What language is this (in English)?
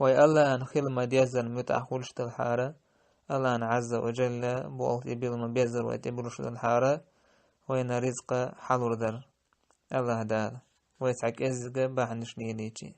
Chechen